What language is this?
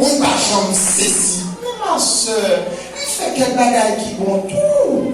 Haitian Creole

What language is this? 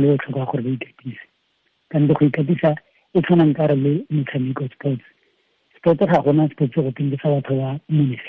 Tswana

